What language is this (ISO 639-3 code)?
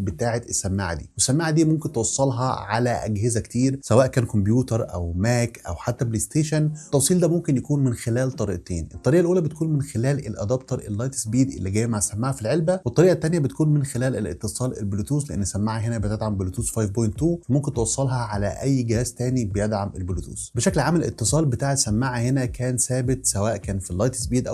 arz